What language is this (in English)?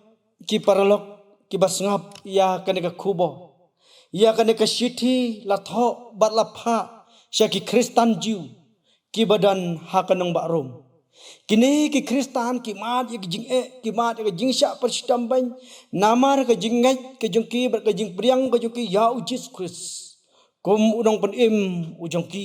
Khasi